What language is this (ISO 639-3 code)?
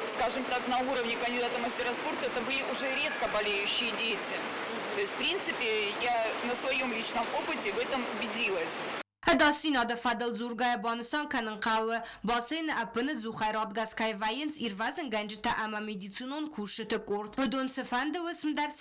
oss